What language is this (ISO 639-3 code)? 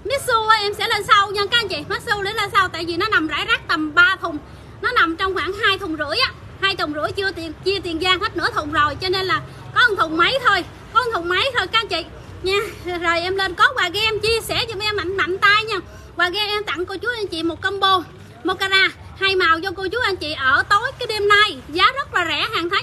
vie